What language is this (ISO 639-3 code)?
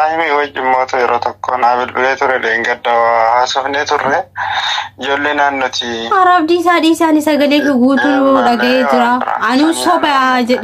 orm